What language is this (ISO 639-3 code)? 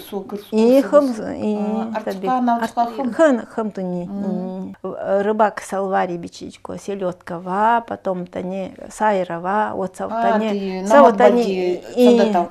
gld